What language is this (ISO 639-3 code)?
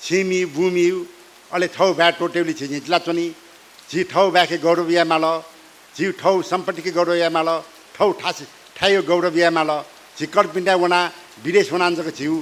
new